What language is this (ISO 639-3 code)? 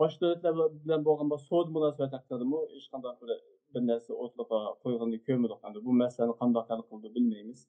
uig